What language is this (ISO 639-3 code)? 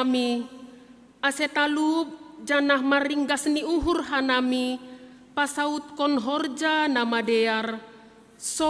bts